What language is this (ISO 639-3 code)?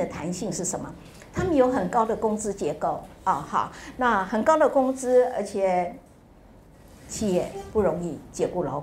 zho